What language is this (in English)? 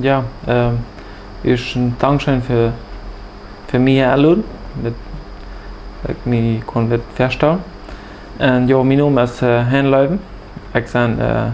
Plautdietsch